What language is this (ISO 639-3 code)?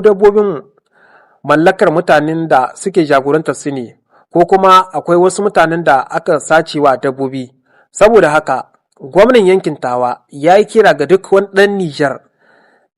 hau